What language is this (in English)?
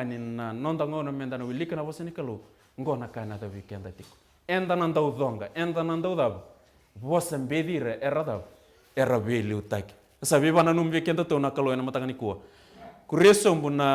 Fijian